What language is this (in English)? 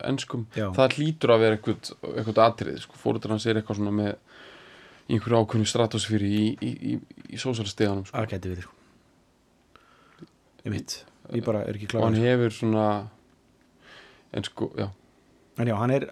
Icelandic